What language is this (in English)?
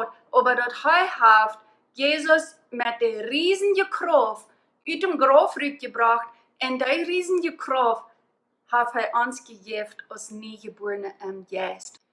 Plautdietsch